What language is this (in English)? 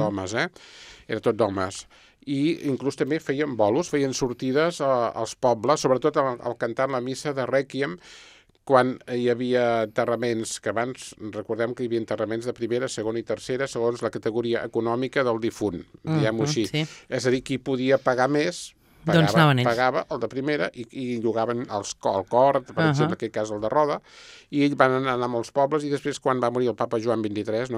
Catalan